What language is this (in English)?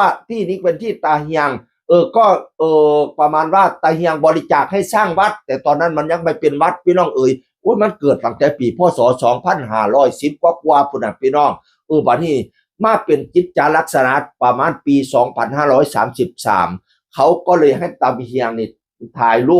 Northeastern Thai